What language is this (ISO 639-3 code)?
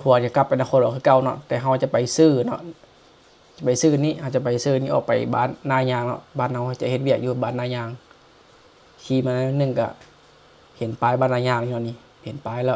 lao